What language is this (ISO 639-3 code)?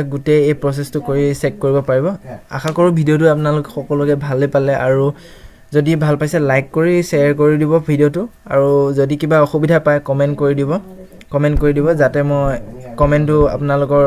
asm